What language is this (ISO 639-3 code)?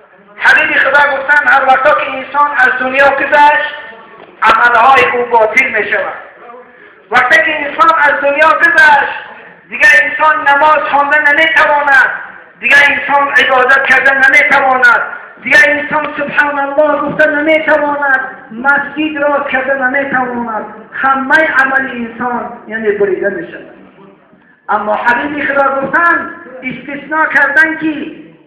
tgk